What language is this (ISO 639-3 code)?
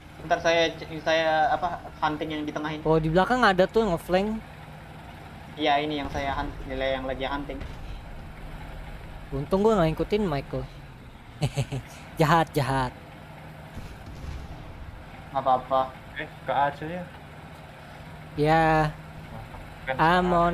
ind